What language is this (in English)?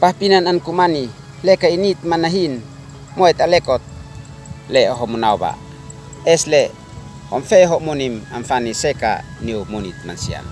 Uab Meto